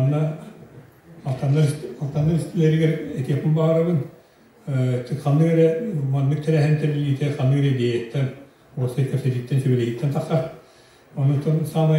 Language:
Yakut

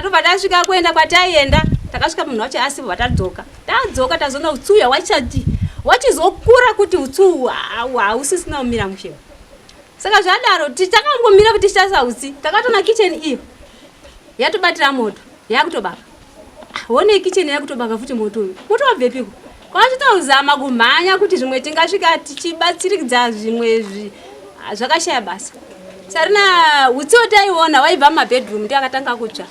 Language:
Shona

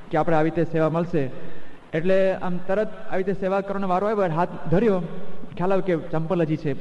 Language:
Gujarati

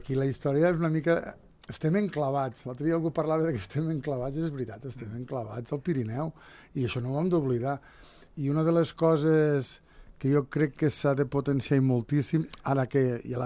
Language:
Catalan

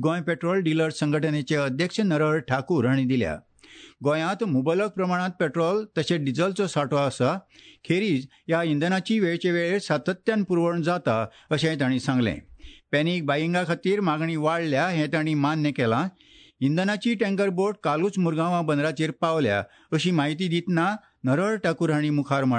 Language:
Konkani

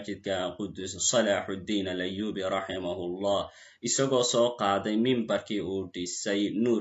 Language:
Somali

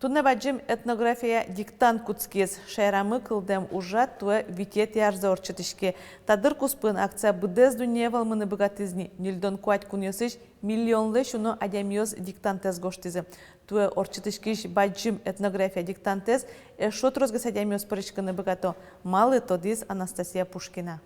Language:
Udmurt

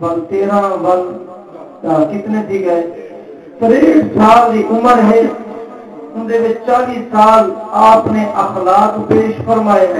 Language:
Saraiki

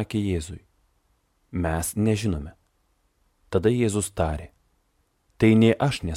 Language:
Lithuanian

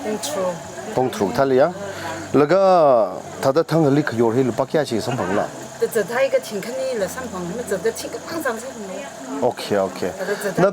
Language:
Tangkhul Naga (India)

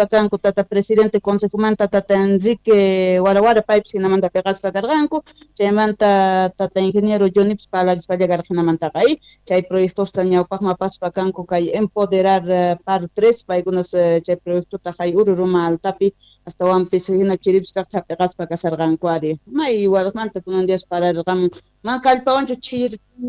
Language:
Quechua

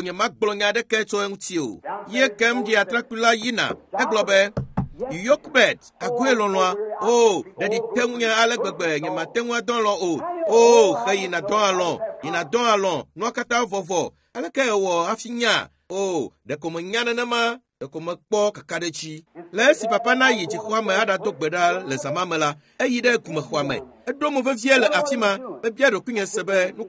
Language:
Ewe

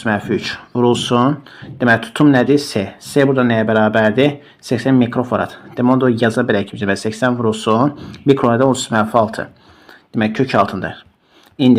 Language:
Azerbaijani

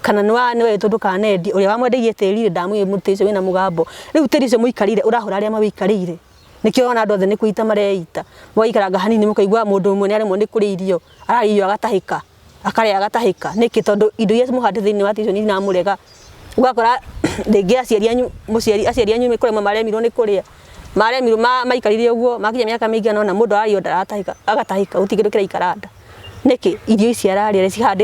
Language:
Kikuyu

